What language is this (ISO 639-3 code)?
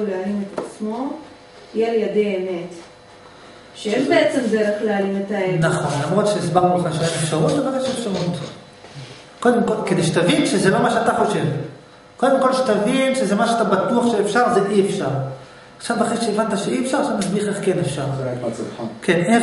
heb